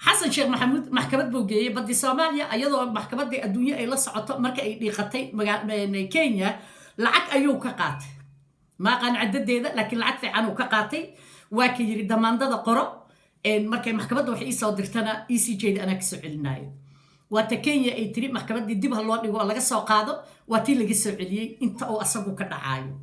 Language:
Somali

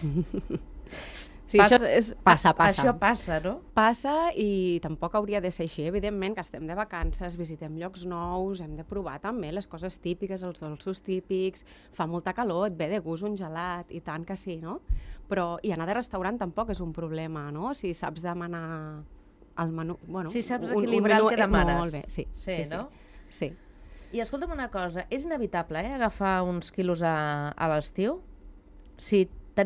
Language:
Catalan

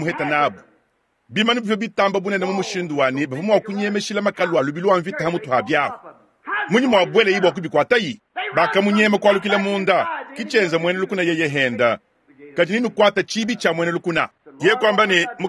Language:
Luba-Lulua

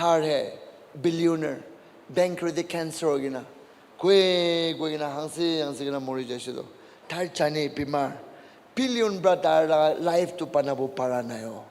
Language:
Naga Pidgin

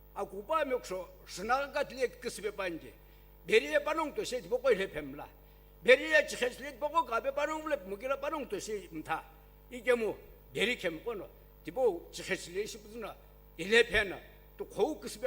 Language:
Sumi Naga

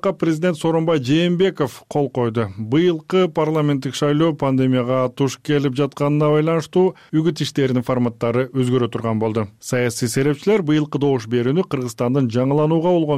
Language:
Kyrgyz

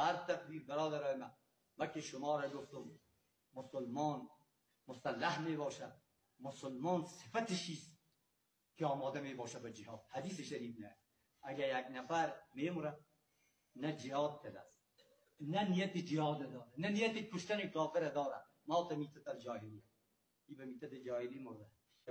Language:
Persian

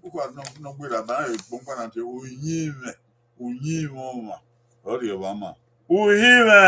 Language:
Bini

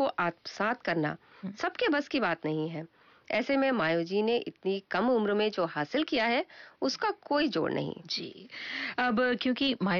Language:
Hindi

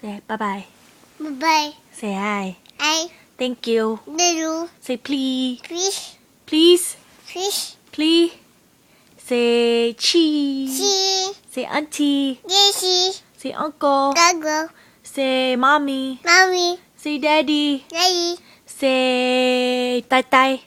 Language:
Jamaican Creole English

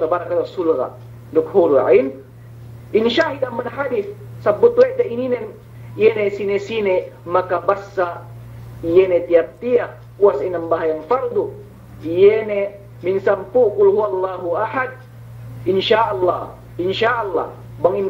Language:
Yakan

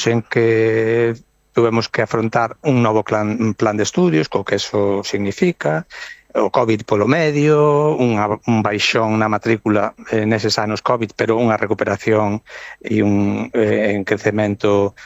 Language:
Galician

